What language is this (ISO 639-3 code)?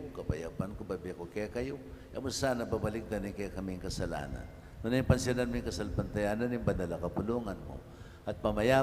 pam